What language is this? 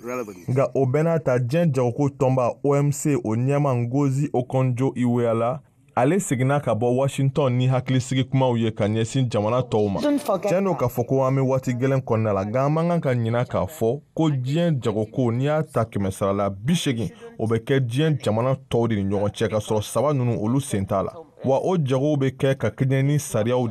Bambara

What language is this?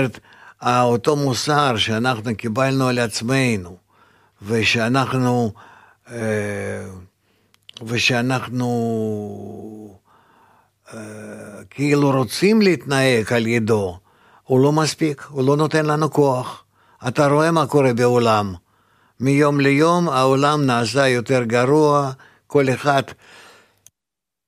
Hebrew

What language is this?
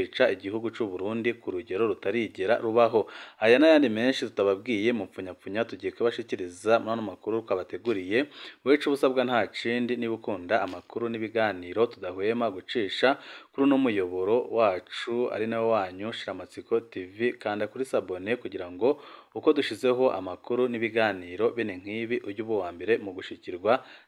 Rundi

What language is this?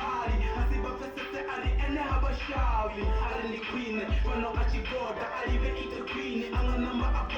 Venda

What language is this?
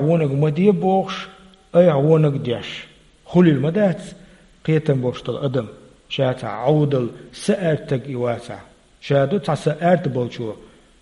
Chechen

